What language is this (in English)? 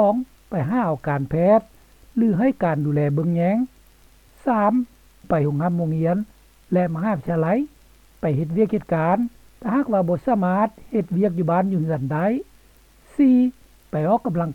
Lao